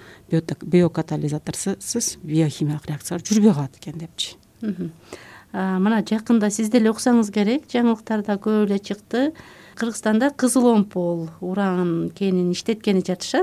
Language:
Kyrgyz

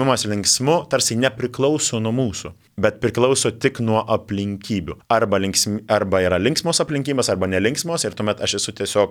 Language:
Lithuanian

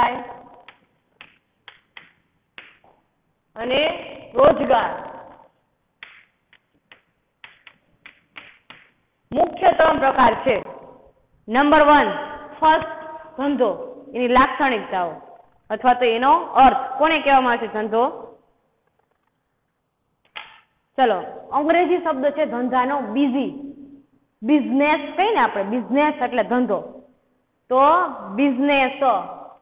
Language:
Gujarati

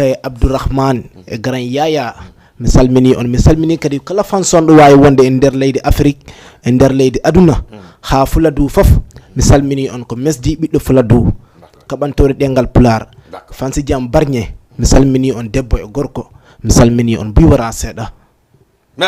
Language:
Fula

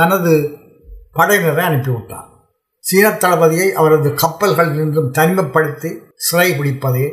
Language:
Tamil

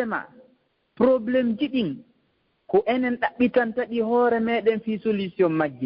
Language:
Fula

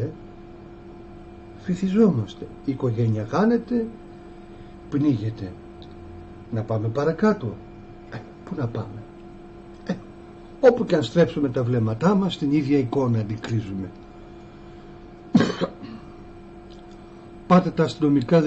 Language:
Greek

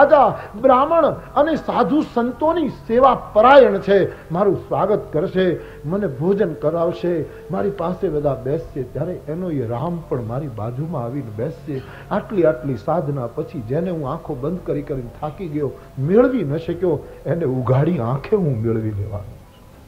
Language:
Gujarati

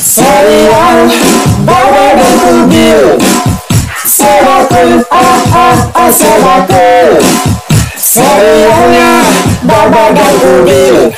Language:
Betawi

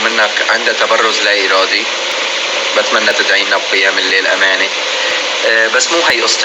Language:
North Levantine Arabic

